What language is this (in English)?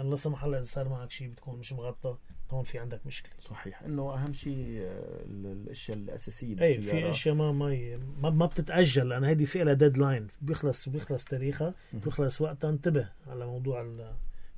North Levantine Arabic